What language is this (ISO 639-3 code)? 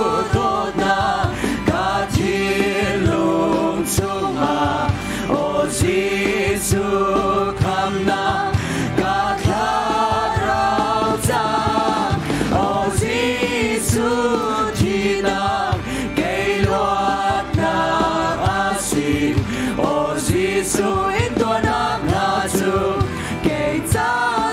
cnh